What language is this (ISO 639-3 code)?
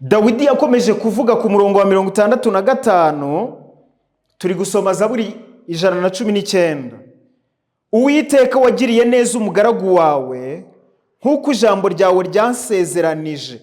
kin